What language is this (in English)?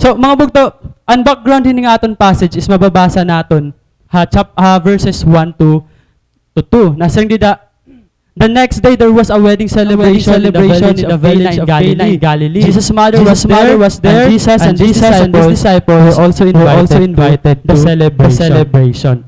Waray